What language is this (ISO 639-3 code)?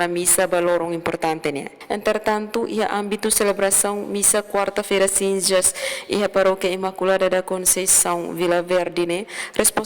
tet